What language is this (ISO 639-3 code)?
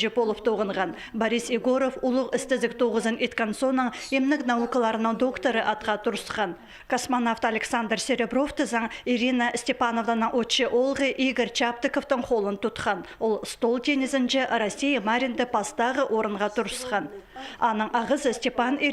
kjh